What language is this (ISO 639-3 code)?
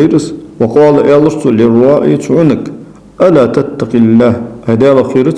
inh